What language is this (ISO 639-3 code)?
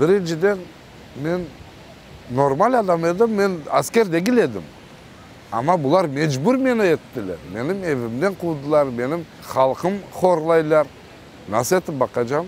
crh